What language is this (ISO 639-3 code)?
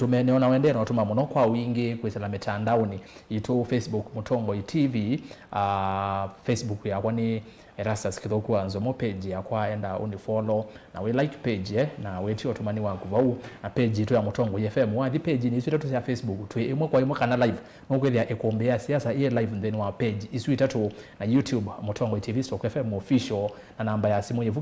kam